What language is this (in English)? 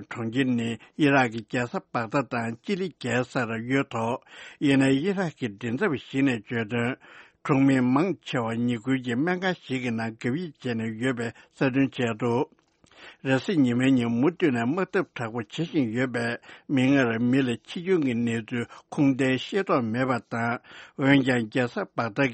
Tibetan